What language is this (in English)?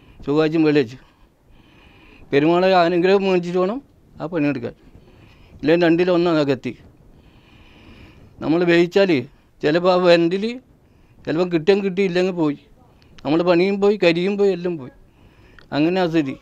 Malayalam